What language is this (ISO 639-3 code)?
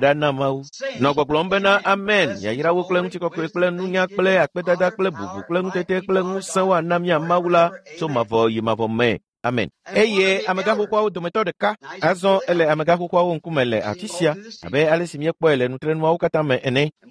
ewe